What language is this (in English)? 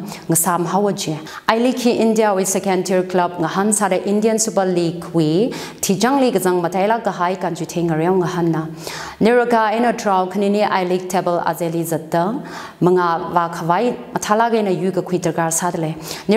Tangkhul Naga (India)